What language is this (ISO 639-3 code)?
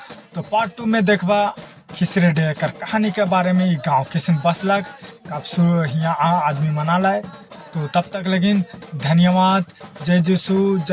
sck